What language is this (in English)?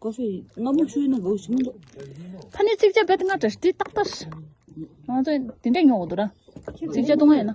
Tibetan